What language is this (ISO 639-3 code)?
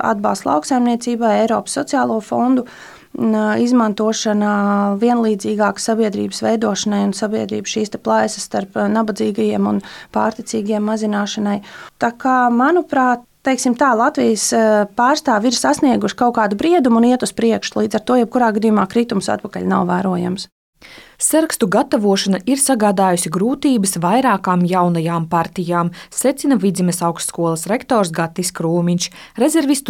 lav